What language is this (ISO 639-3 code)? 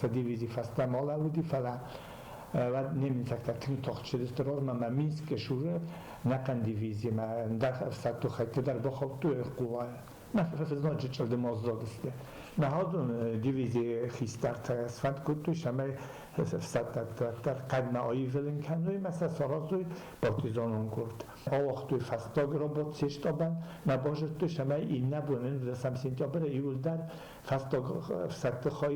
oss